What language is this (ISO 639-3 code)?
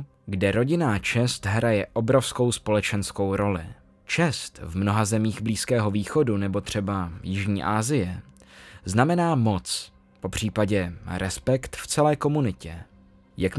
ces